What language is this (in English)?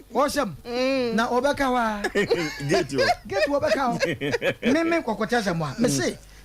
Akan